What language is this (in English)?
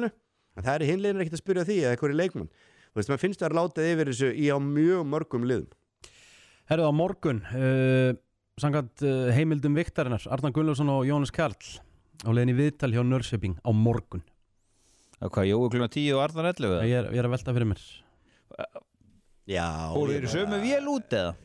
Icelandic